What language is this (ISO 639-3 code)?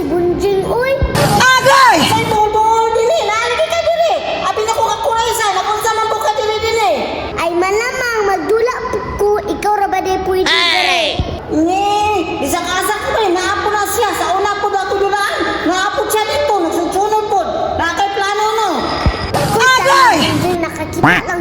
ceb